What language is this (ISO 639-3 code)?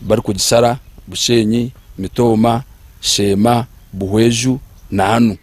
nyn